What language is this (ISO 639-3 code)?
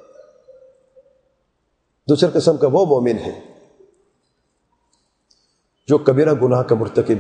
urd